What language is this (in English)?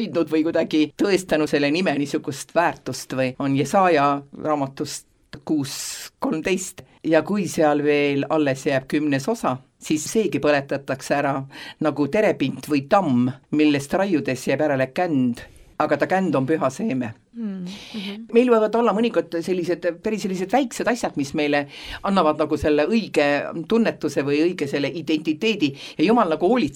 Estonian